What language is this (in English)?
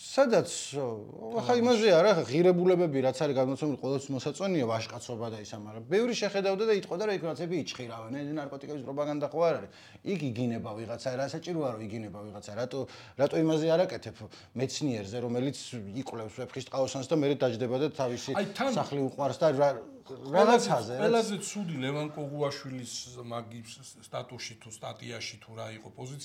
Georgian